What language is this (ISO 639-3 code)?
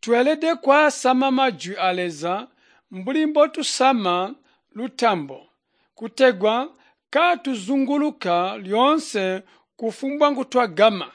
toi